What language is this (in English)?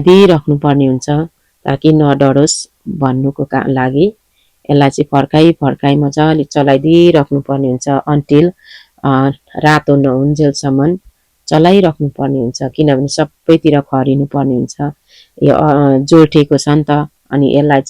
Nepali